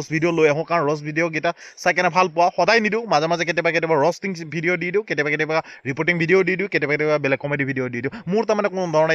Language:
Assamese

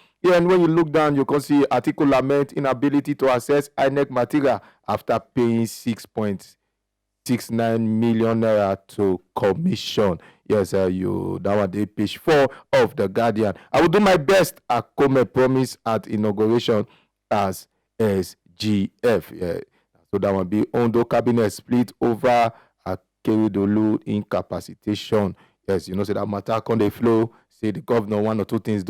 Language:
Nigerian Pidgin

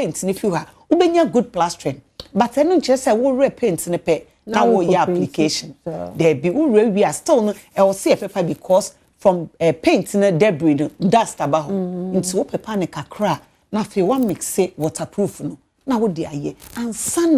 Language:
Akan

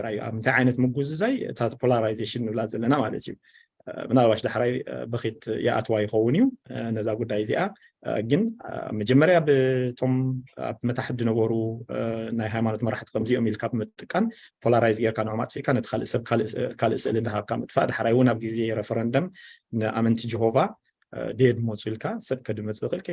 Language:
Tigrinya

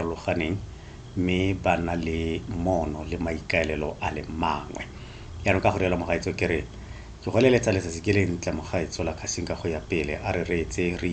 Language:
Tswana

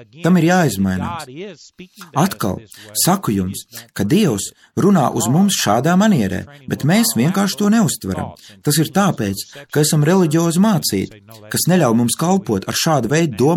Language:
Latvian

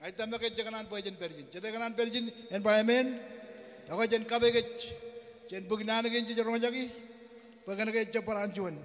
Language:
Marshallese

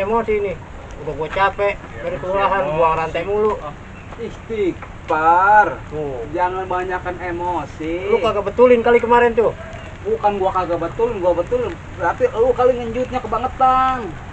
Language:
Betawi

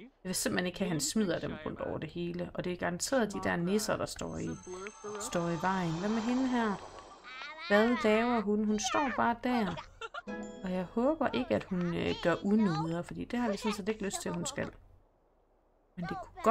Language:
Danish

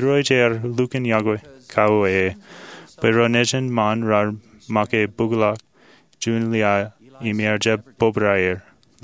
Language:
Marshallese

